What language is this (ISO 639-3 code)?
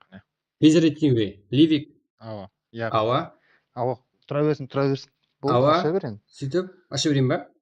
kaa